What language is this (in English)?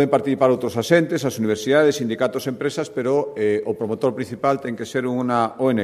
Galician